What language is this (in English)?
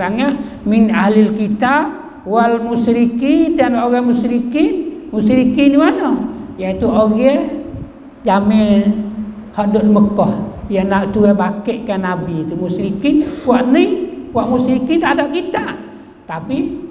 Malay